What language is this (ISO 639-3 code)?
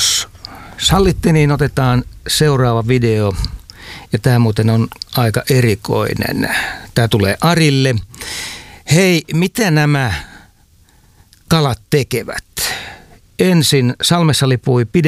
fin